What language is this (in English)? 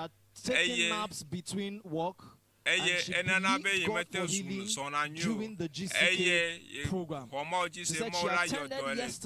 Ewe